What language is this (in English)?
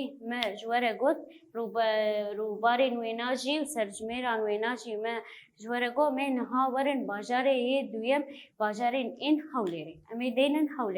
Kurdish